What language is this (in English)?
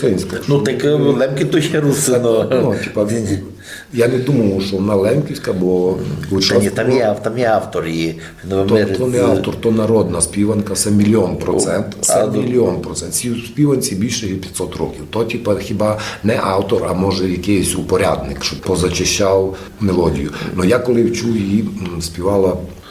Rusyn